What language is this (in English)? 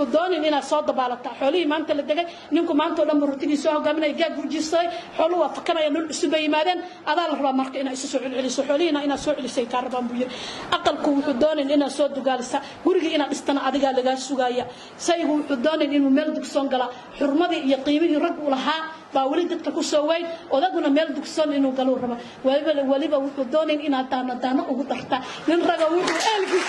Somali